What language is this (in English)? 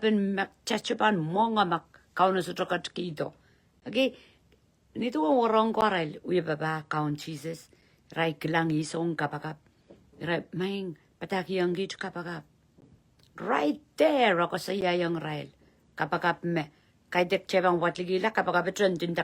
Pohnpeian